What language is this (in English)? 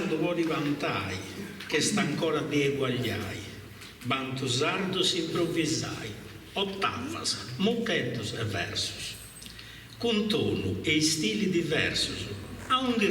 Sardinian